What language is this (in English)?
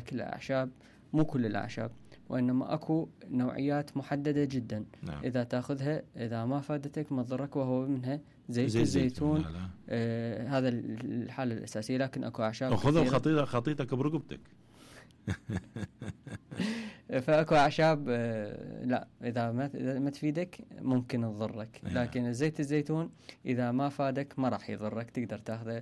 Mesopotamian Arabic